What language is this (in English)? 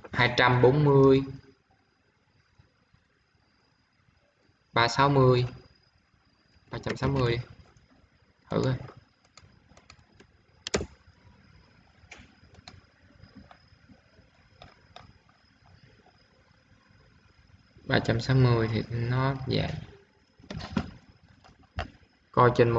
Vietnamese